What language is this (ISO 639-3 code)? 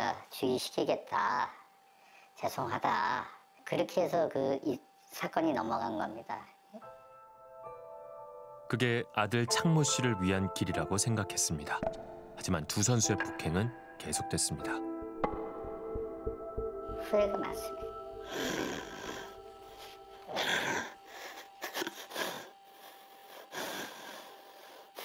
kor